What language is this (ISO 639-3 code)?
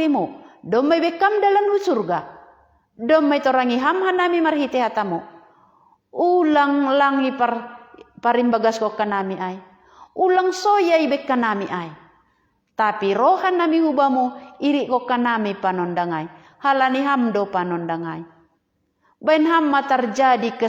bts